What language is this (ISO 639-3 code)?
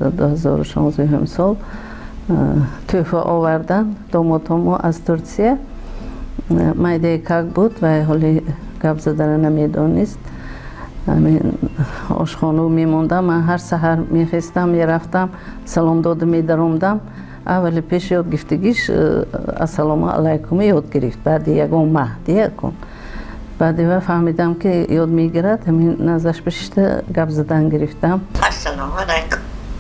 tgk